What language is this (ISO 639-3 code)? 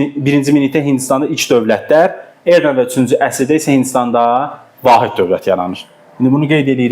aze